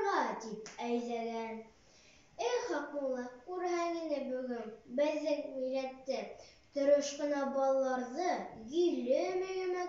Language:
Bashkir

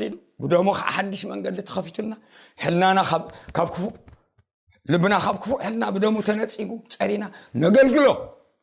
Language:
Tigrinya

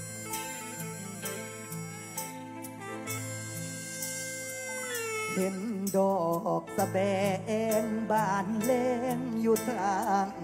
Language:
Thai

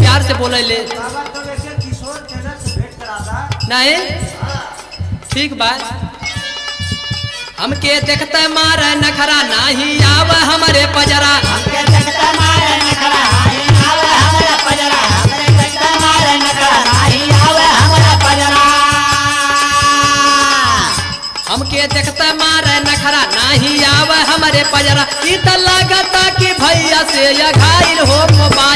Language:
Bhojpuri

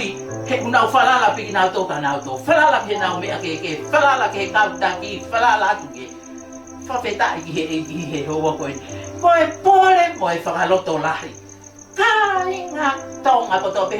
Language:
Tongan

